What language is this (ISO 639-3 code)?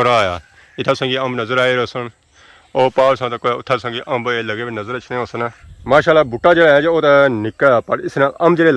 phr